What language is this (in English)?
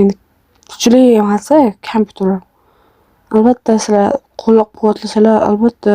Uzbek